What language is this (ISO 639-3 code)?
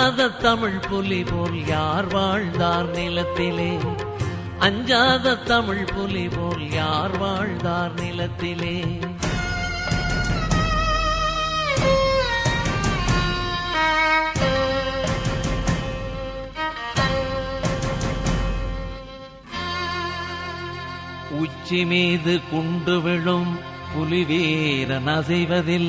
tam